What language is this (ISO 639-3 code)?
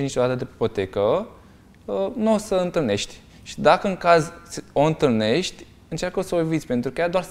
ron